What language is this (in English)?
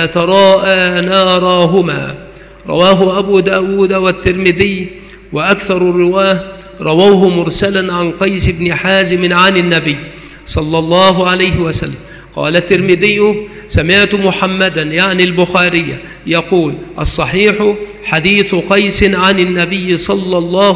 Arabic